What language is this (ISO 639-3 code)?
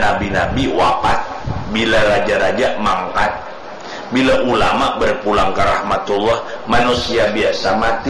bjn